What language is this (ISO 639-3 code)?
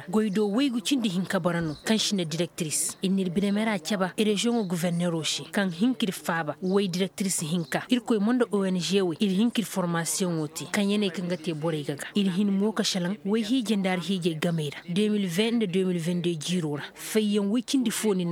ses